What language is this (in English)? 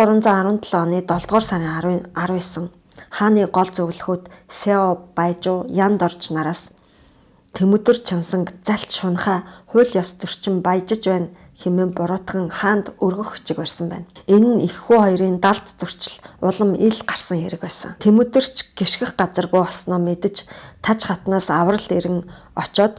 Mongolian